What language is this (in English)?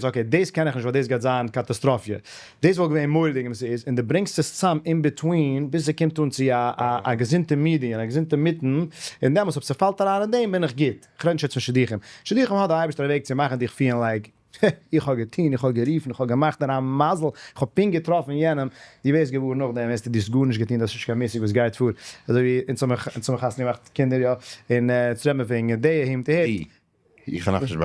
Yiddish